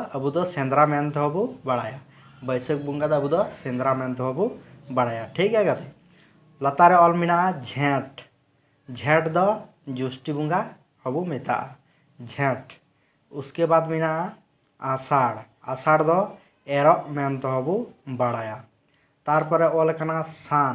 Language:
Santali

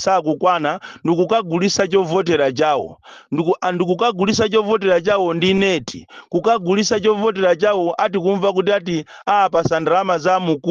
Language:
Nyanja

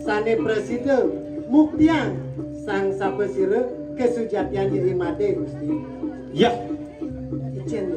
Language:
Balinese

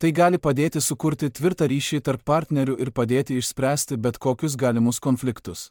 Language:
Lithuanian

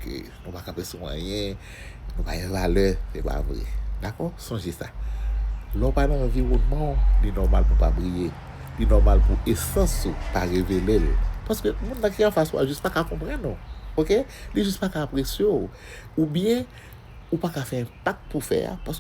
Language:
Haitian Creole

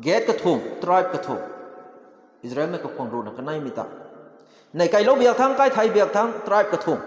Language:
Rongmei Naga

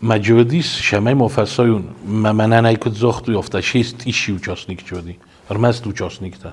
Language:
Ossetic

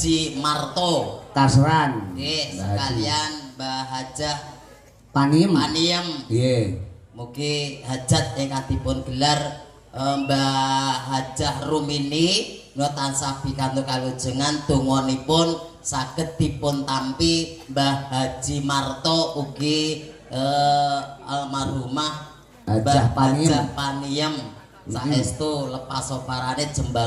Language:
Javanese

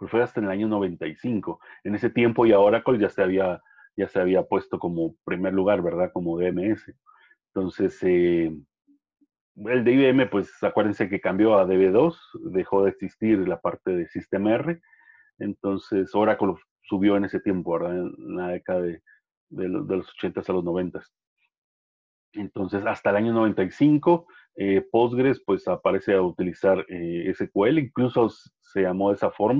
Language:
Spanish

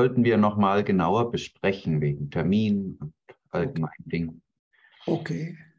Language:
German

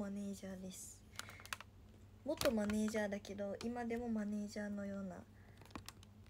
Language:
Japanese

